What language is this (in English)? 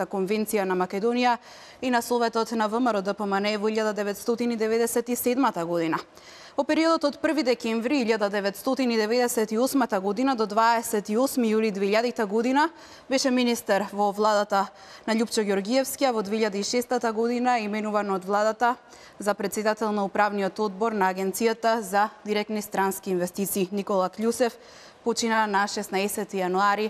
Macedonian